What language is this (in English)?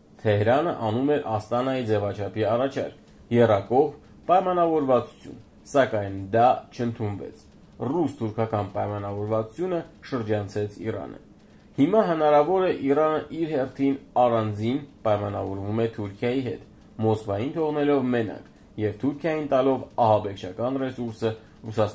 Armenian